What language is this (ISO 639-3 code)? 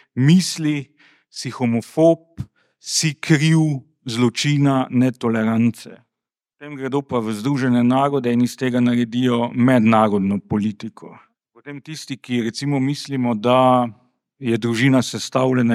slv